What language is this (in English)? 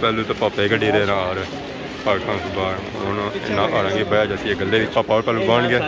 Pahari-Potwari